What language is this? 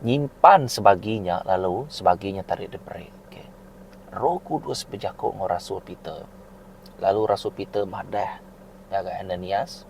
Iban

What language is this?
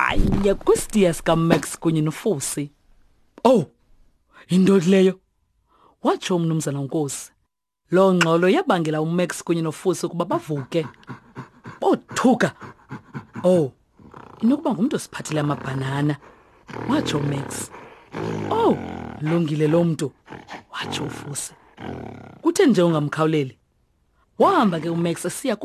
Xhosa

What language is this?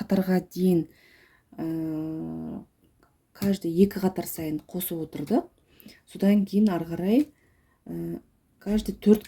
Kazakh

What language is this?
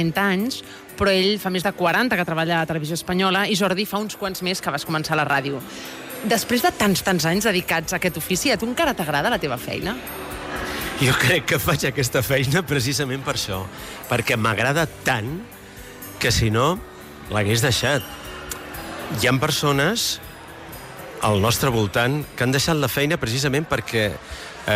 Catalan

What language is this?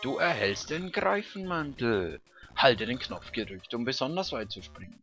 Swiss German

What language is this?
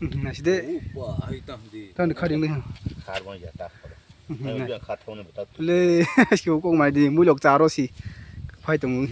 Kok Borok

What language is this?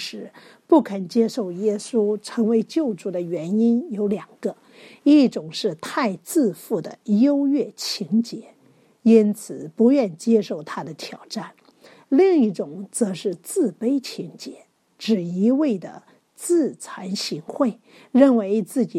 Chinese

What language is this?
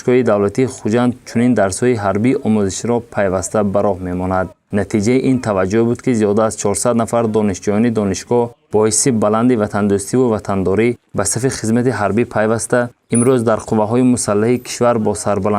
Tajik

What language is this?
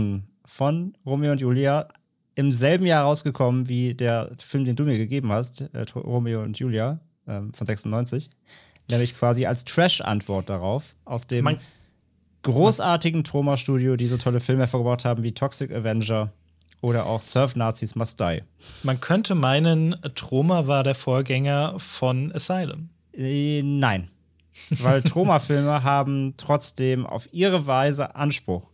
German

